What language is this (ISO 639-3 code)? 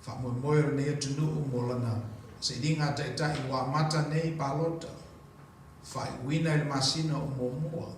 smo